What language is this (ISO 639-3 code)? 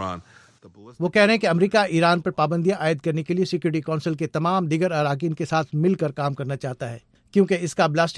urd